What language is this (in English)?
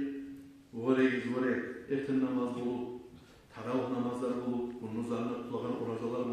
Kumyk